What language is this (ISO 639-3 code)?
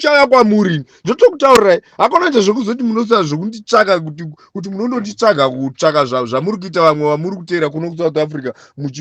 sna